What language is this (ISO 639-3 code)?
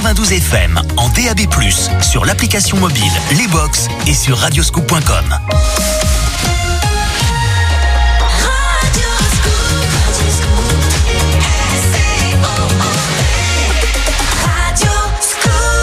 fra